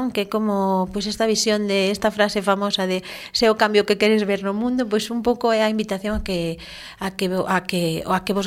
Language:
Galician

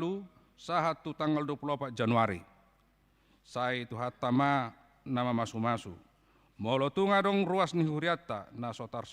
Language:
Batak Toba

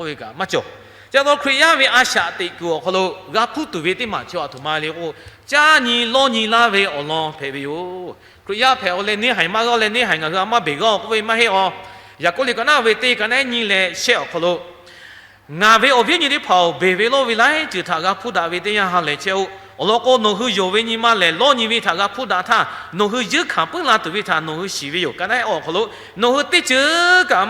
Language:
Lahu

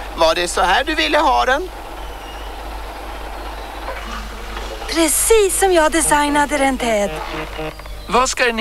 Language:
Swedish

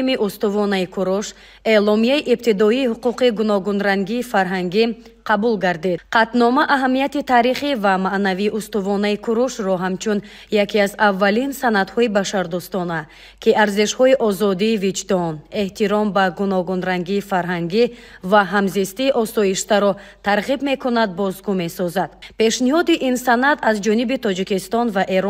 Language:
Tajik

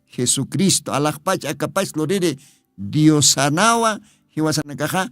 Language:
Aymara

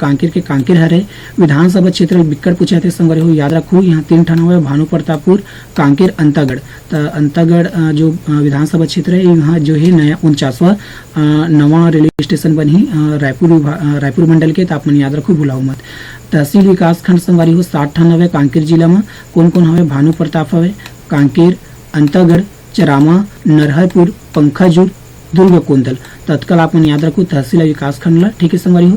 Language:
Chhattisgarhi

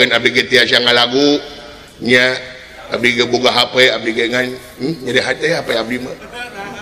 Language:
Sundanese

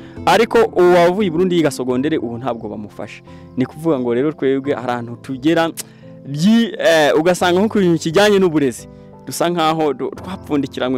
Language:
Kinyarwanda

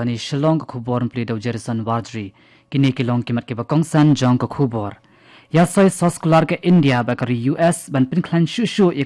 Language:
Khasi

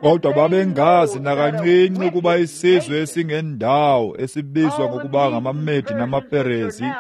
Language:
Xhosa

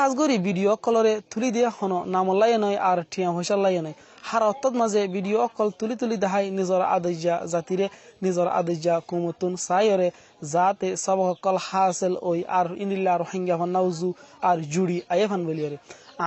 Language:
Rohingya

